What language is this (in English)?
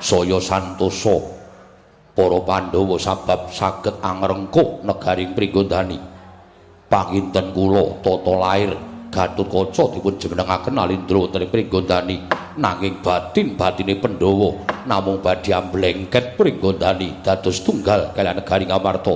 Javanese